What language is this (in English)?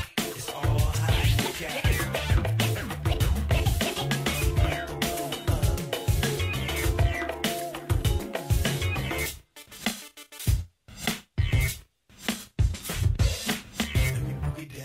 German